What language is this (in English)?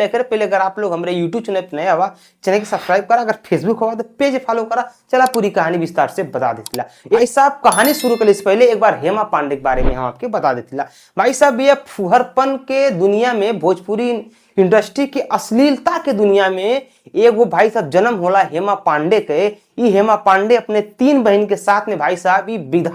Bhojpuri